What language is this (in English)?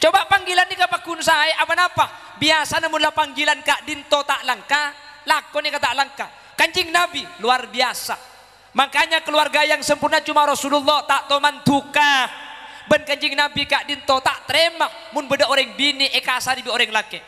Madurese